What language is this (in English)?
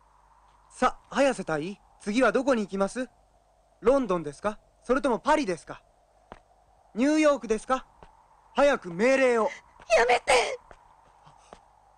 Japanese